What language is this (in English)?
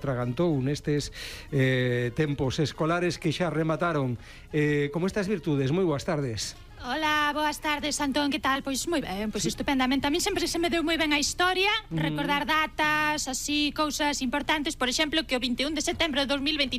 Galician